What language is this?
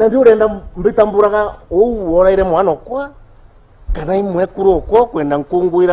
Meru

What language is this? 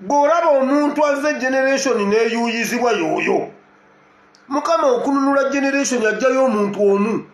Ganda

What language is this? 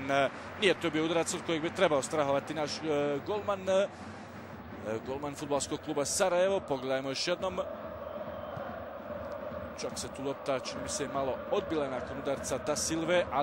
Bosnian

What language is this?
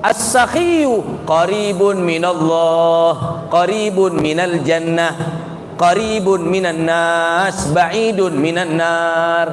Madurese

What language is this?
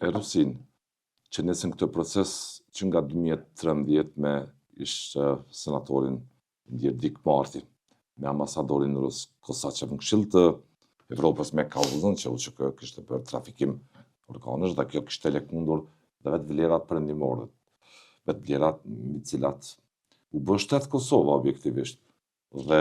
Albanian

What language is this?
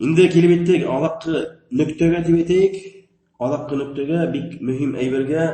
Bashkir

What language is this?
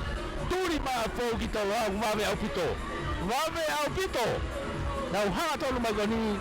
Tongan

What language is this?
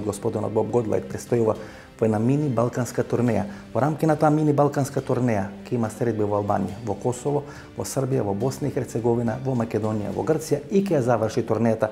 Macedonian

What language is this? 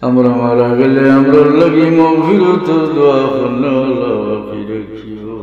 Sylheti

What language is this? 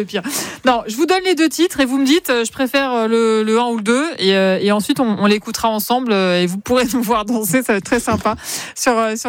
French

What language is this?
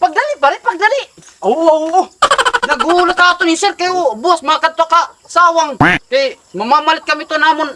Waray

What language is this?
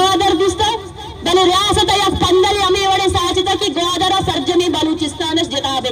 Eastern Balochi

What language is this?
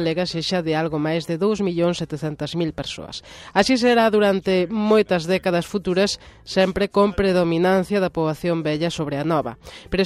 Galician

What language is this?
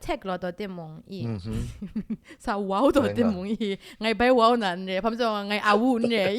Kachin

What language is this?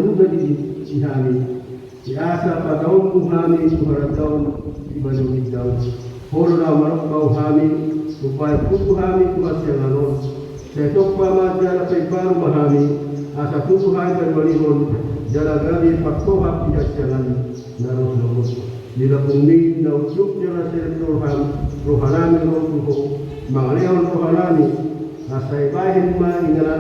Batak Toba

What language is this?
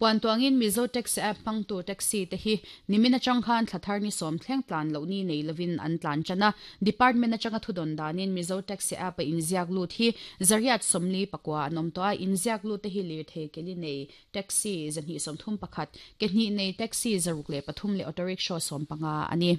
Mizo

